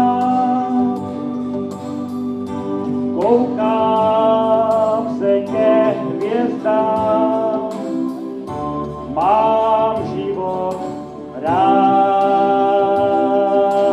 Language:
Czech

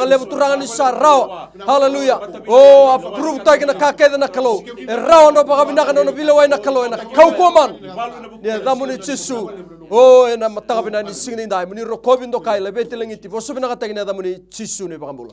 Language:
Fijian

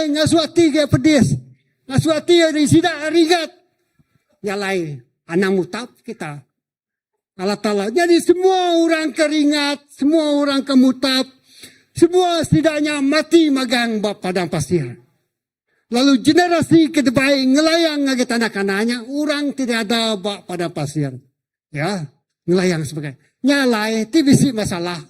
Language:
Iban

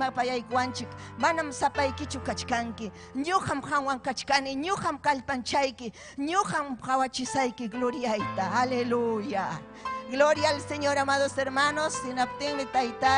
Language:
Ayacucho Quechua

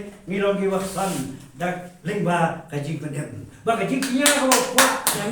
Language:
Khasi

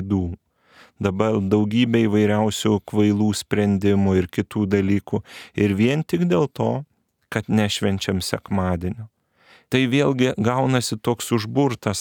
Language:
Lithuanian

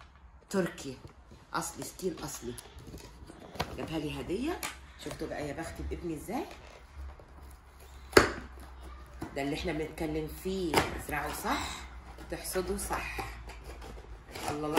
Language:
Egyptian Arabic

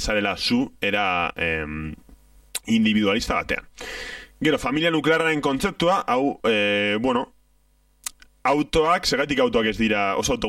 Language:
Basque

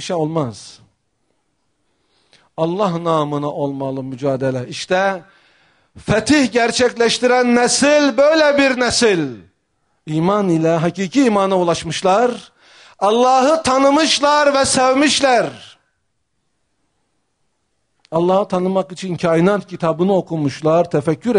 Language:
Turkish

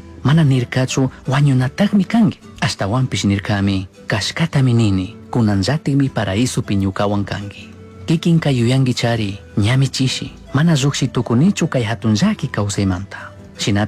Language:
Chimborazo Highland Quichua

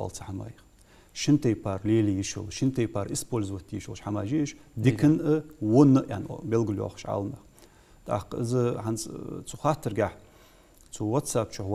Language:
Ingush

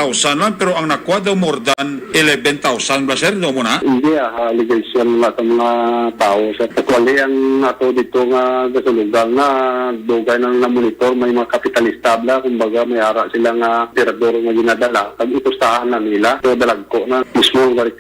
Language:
Hiligaynon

